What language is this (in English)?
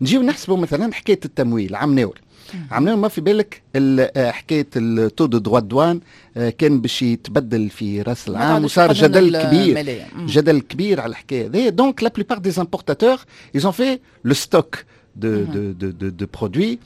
Tunisian Arabic